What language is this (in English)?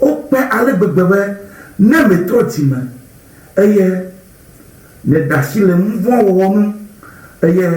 Ewe